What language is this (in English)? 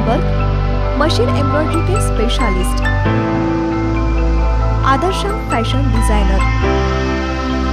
Marathi